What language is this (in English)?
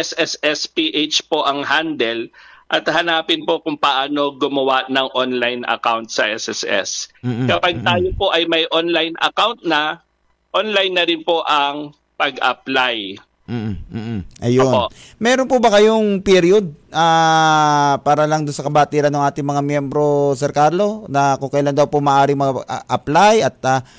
Filipino